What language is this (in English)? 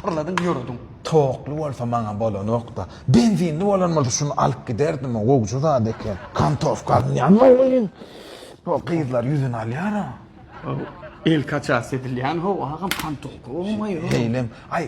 Turkmen